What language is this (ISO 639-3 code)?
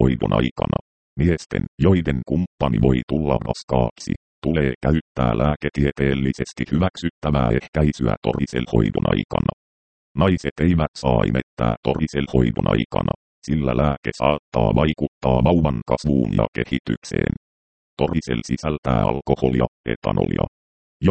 fin